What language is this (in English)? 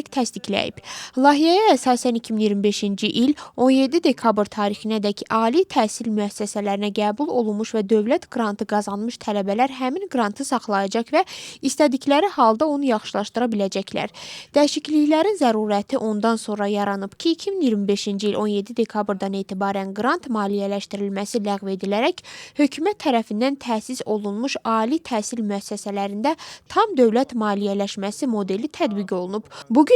Azerbaijani